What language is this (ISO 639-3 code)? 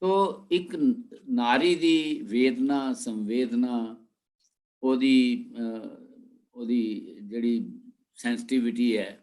doi